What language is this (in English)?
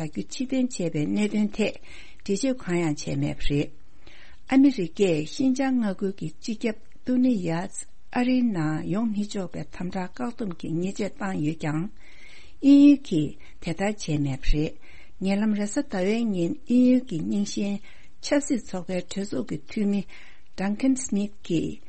Tibetan